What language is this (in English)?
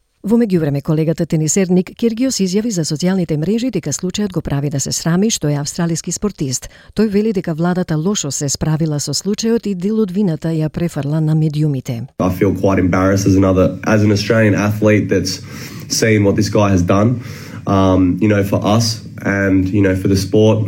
Macedonian